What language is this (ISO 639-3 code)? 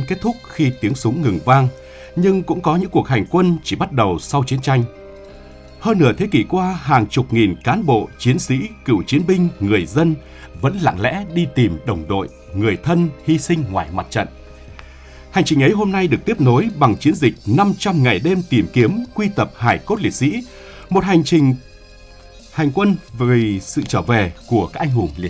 vie